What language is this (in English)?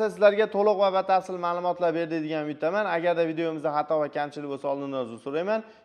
Uzbek